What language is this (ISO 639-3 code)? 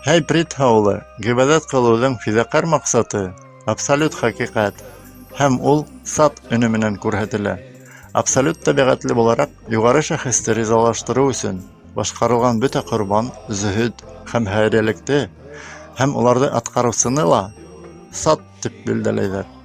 bak